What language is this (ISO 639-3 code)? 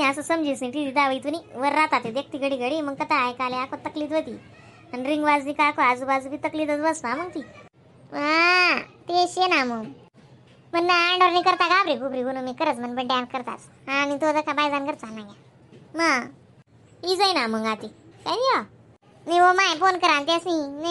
khn